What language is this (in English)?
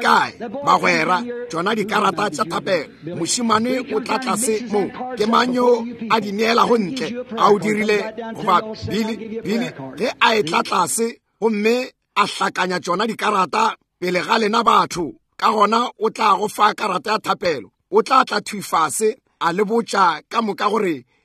Northern Sotho